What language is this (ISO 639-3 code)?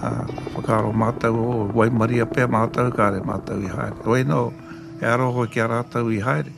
mri